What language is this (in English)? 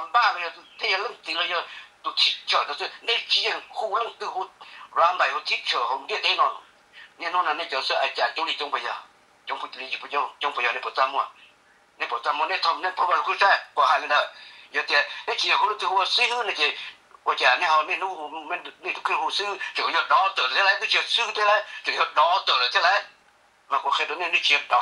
Hmong